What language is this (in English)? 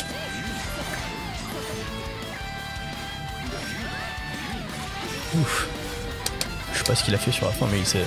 French